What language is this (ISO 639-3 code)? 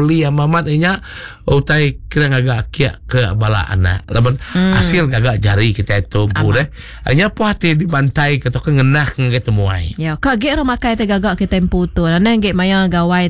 iba